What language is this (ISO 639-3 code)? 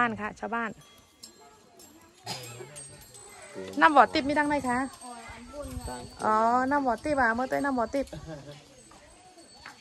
tha